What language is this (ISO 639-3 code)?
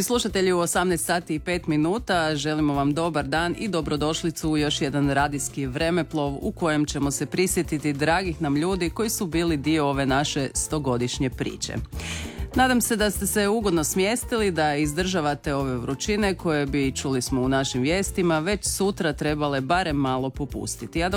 hrv